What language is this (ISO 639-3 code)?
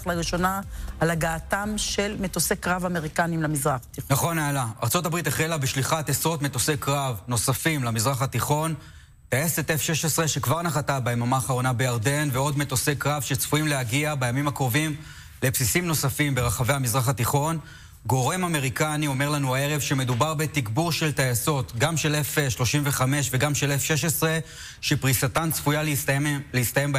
heb